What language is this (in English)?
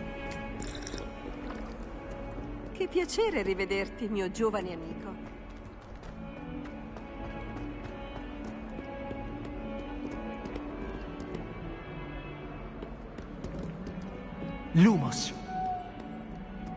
Italian